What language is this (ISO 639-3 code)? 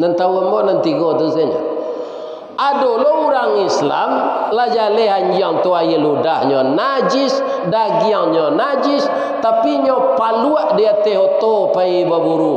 min